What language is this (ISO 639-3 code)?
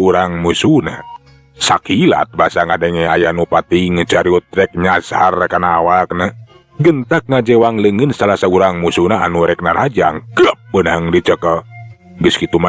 sun